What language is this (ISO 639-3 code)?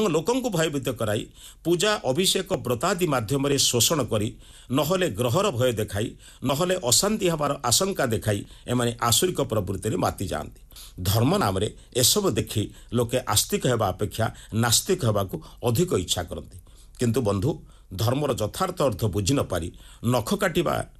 ori